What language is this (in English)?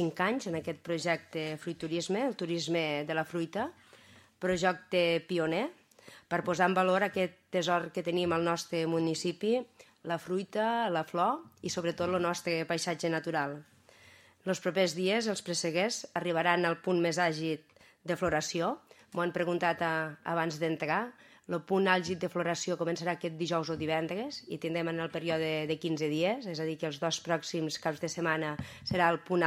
Catalan